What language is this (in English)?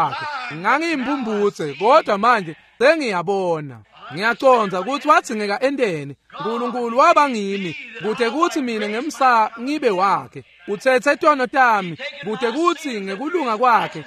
Swati